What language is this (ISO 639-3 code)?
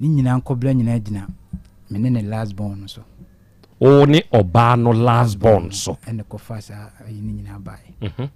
aka